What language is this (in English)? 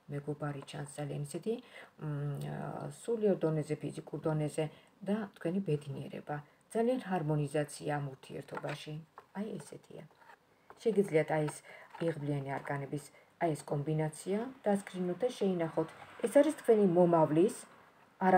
Georgian